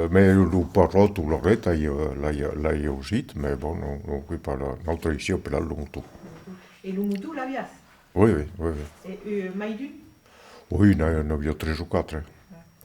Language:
Occitan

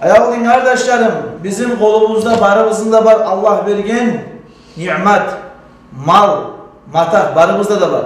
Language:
Kumyk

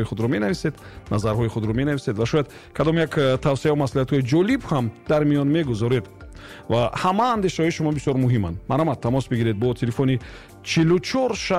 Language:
Tajik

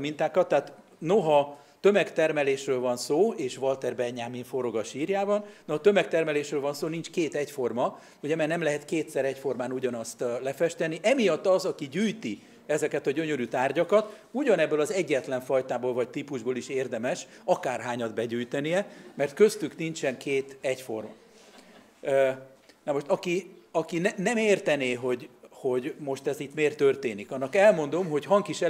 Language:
Hungarian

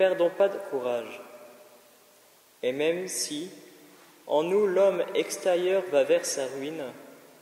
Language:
French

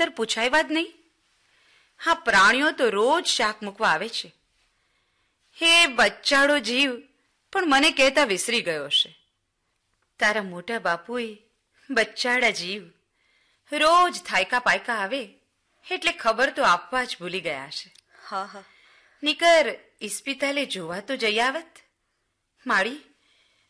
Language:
Gujarati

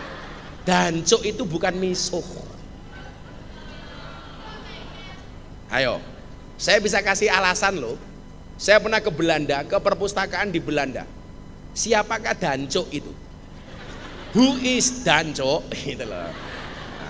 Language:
Indonesian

